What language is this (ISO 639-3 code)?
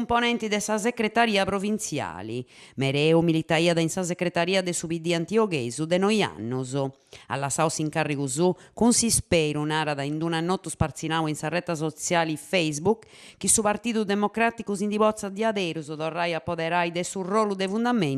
srd